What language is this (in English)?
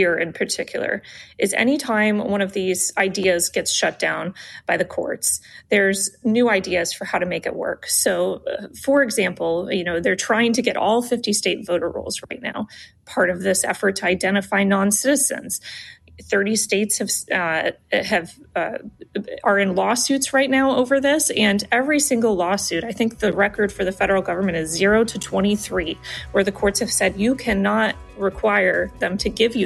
English